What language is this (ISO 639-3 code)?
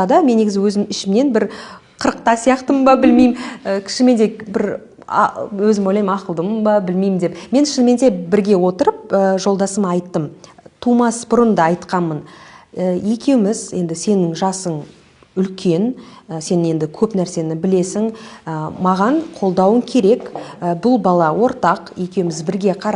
kaz